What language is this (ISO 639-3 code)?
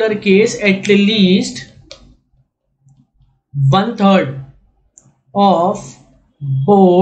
hin